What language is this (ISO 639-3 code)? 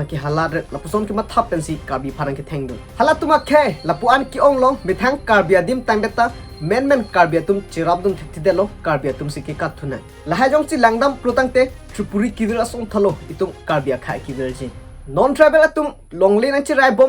mjw